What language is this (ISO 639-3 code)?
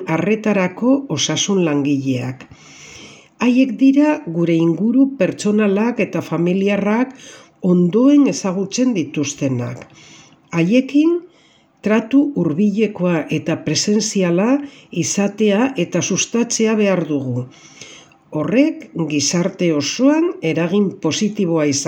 eus